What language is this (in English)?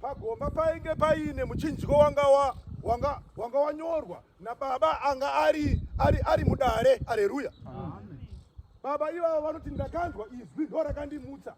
Shona